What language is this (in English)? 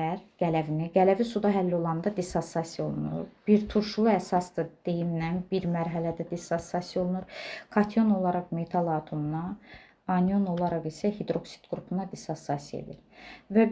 Azerbaijani